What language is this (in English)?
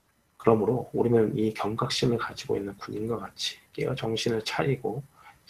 Korean